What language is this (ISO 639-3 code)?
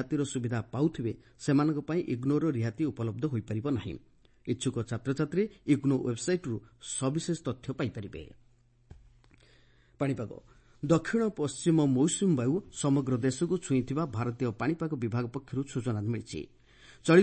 ori